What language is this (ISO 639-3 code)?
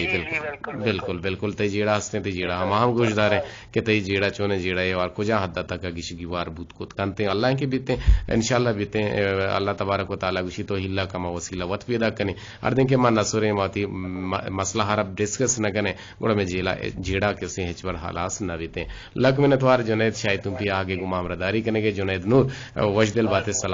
bgp